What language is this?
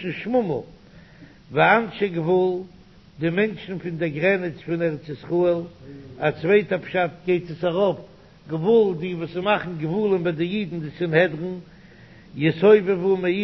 Yiddish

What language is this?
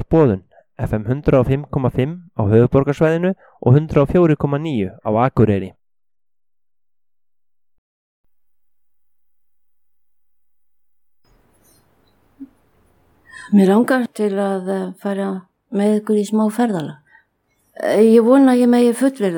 Icelandic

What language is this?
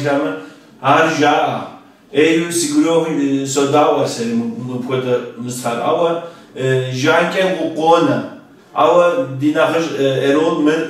Kabardian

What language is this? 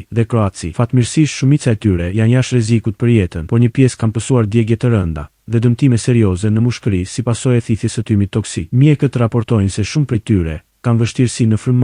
Albanian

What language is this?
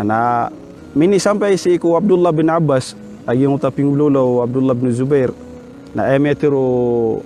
Maranao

